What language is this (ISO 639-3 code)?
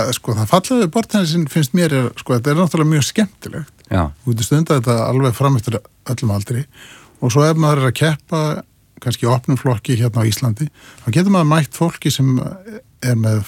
isl